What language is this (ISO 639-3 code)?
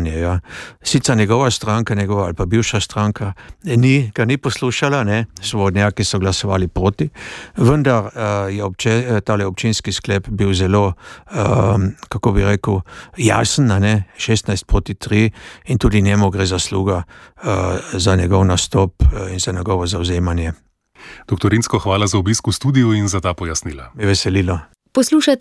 slv